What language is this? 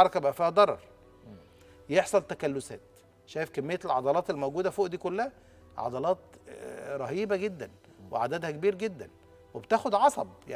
Egyptian Arabic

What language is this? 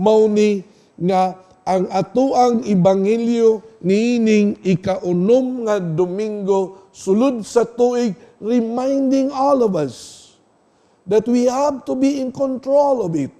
Cebuano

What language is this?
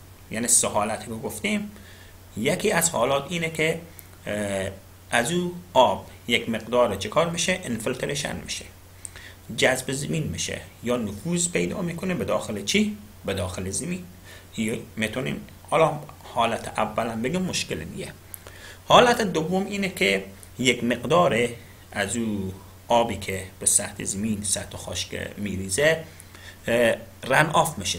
Persian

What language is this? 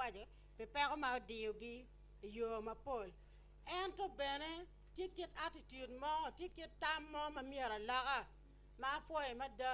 Acoli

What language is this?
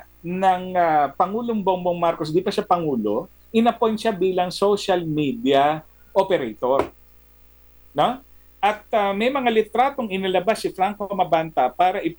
Filipino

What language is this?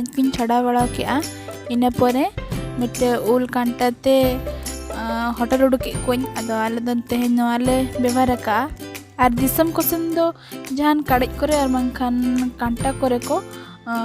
Santali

